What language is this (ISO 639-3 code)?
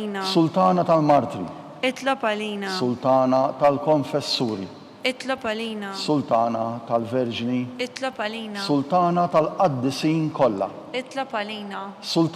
mlt